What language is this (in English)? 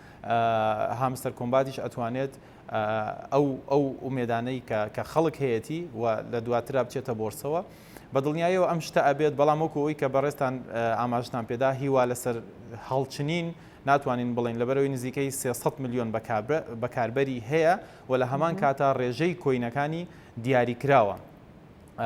Central Kurdish